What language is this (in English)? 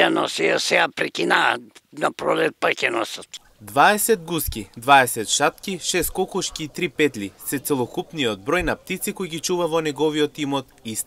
Macedonian